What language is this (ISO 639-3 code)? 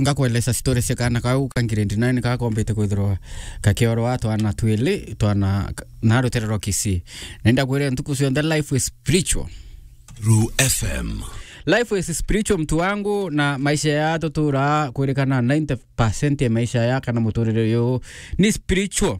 mer